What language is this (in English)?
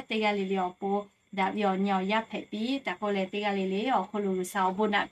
Lahu